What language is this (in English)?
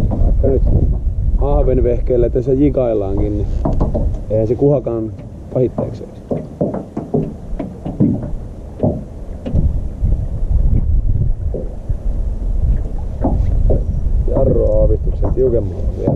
Finnish